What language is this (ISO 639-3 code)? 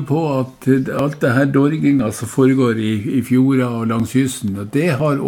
nor